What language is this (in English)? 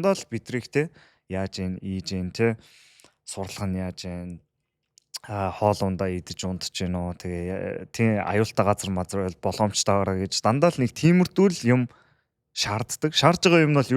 Mongolian